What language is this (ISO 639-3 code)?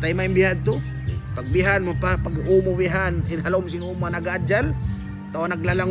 tsg